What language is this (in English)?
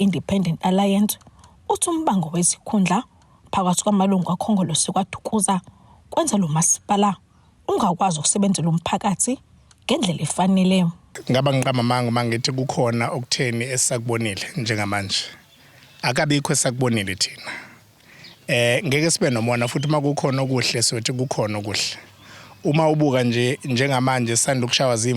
Zulu